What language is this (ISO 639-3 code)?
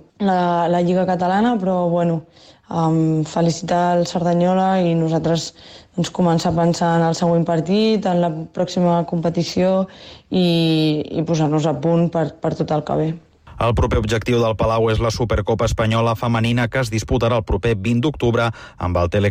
cat